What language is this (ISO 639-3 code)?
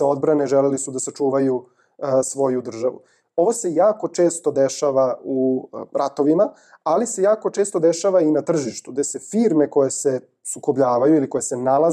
srp